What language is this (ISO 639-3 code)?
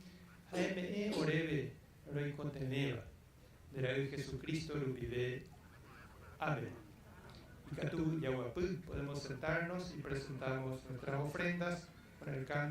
grn